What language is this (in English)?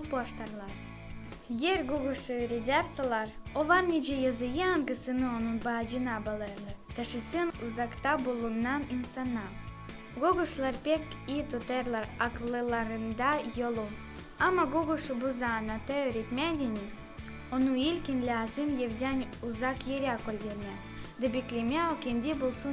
Gagauz